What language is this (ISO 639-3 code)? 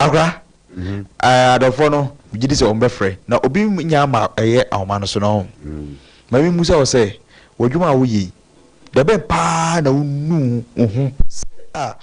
aka